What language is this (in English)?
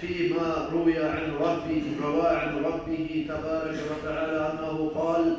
Kumyk